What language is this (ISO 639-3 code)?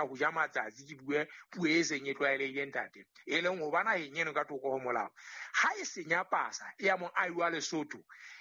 sot